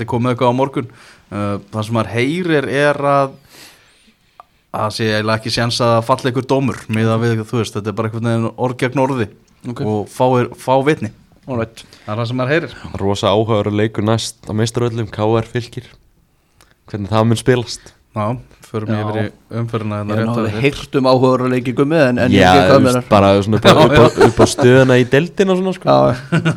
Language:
Icelandic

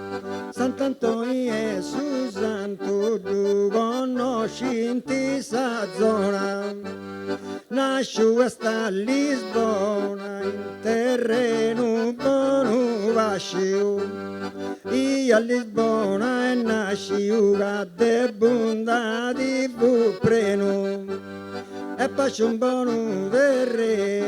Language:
Sardinian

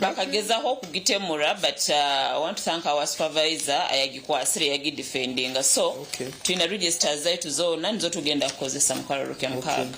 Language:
Nyankole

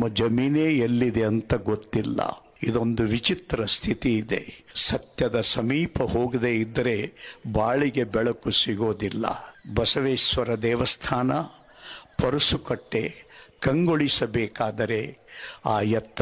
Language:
Kannada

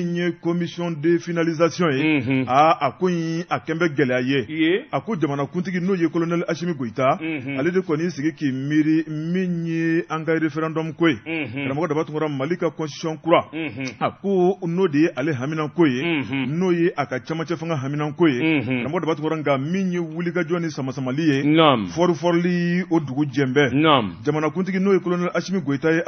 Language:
Bambara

